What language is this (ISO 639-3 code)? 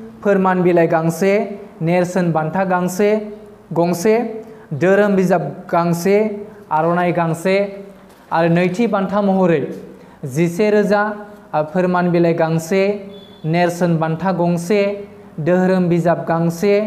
brx